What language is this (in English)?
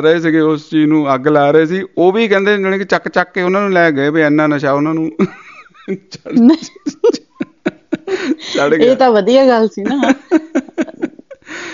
Punjabi